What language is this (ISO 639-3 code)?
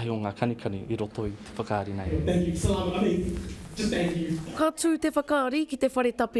mri